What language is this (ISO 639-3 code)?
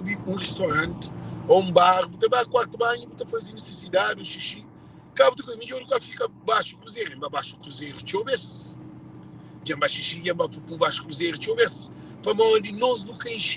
kea